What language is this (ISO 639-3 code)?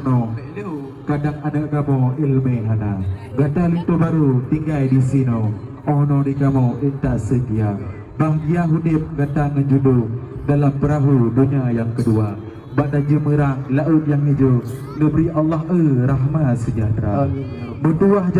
ace